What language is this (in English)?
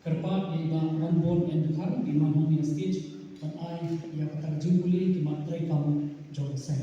Khasi